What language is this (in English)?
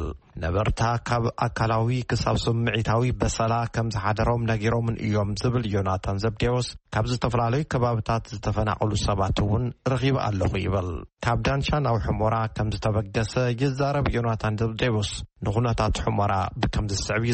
Tigrinya